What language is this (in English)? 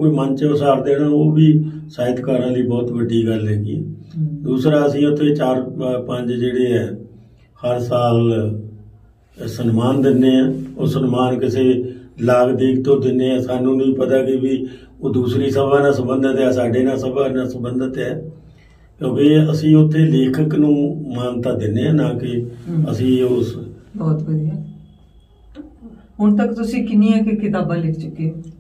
Punjabi